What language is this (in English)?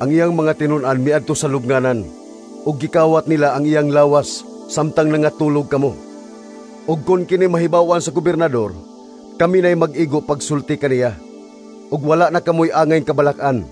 Cebuano